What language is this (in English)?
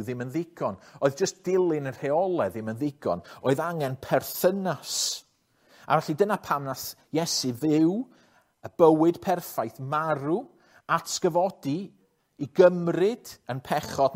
Welsh